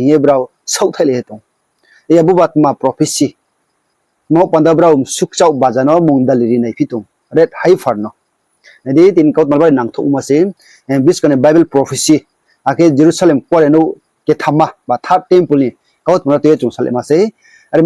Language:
Riang (India)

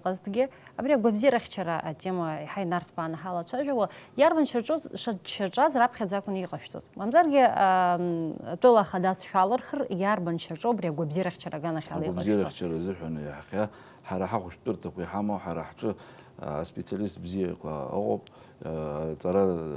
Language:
Abkhazian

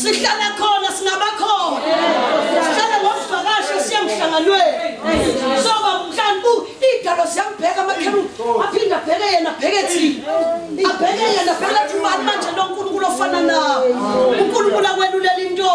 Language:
Zulu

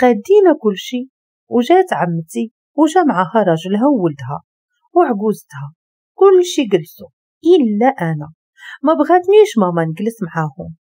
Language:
Moroccan Arabic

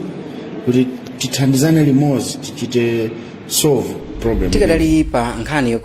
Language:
Nyanja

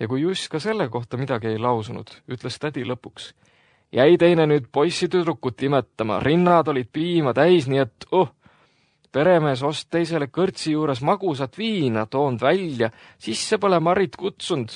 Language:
Estonian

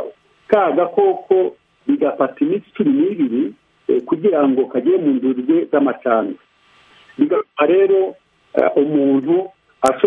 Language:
Kinyarwanda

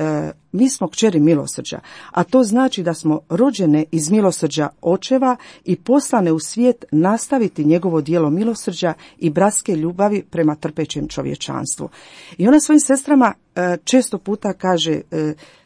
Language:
Croatian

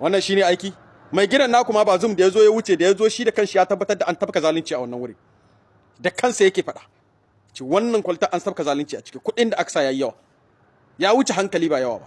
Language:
Hausa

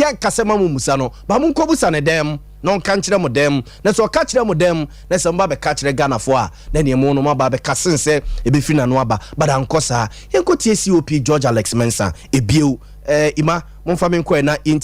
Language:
Akan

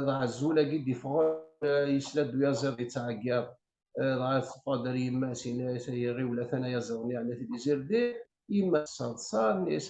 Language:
Kabyle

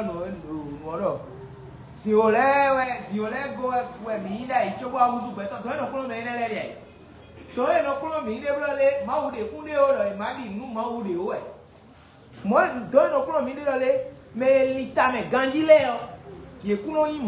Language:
Fon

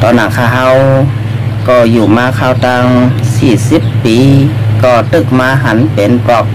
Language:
Shan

